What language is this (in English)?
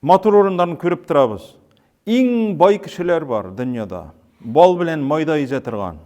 Tatar